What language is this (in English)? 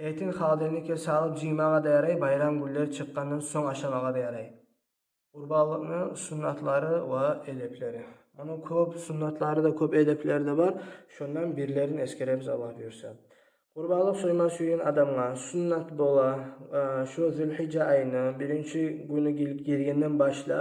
Kumyk